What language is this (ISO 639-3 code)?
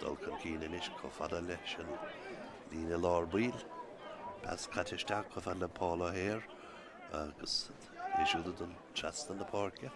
gle